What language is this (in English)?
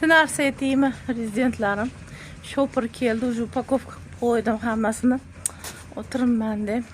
Uzbek